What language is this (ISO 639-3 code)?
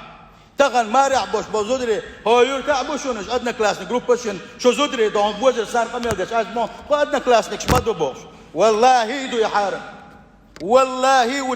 che